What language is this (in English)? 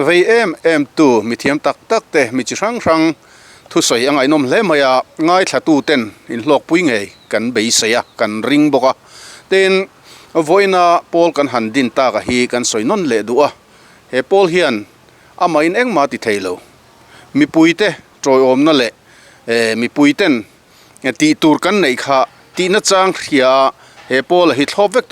Mizo